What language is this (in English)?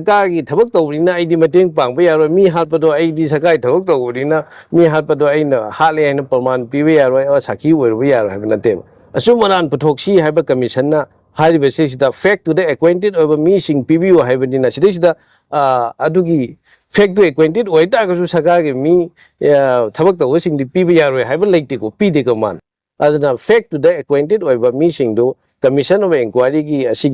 Manipuri